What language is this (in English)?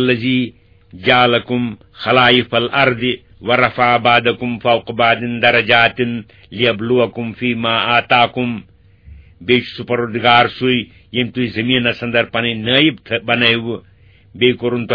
Kashmiri